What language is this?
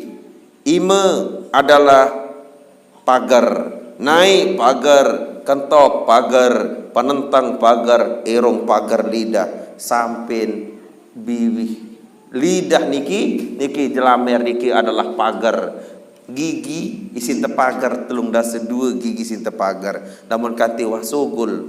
Sasak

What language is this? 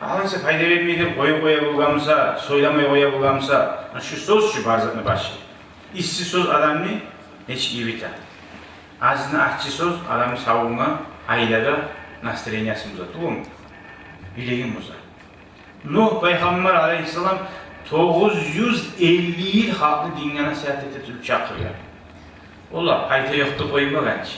Kumyk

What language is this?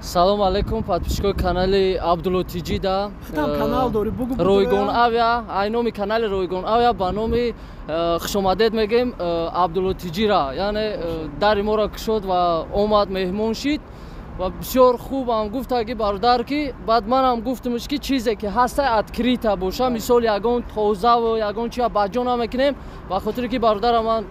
Tajik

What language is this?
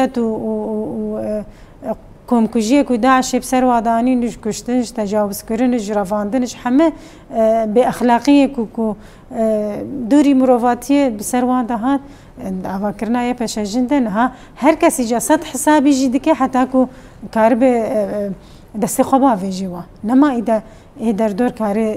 Kurdish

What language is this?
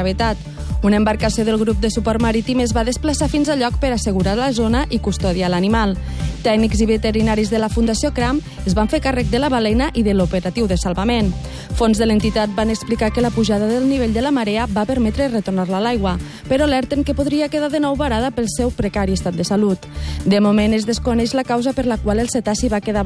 Catalan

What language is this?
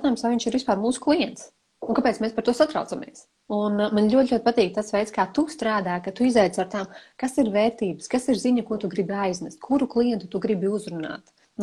Latvian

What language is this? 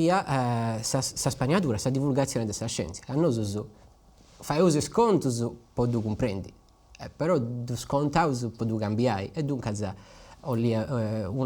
Sardinian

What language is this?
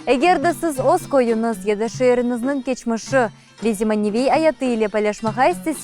Crimean Tatar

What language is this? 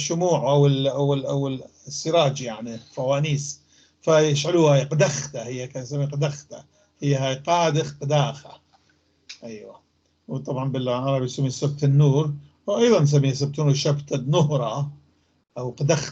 North Levantine Arabic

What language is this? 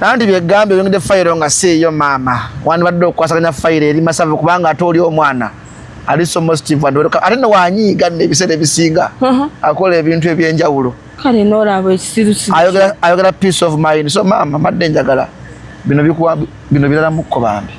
Ganda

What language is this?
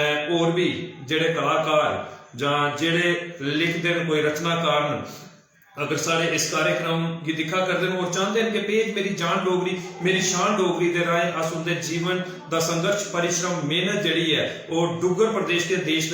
Dogri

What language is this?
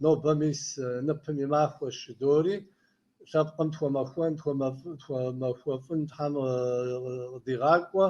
Kabardian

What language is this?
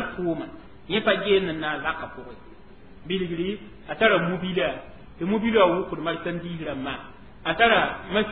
Mossi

